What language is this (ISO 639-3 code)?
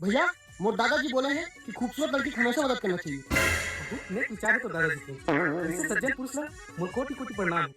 hne